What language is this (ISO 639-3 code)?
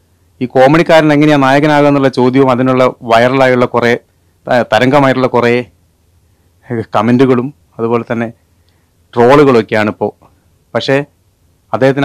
mal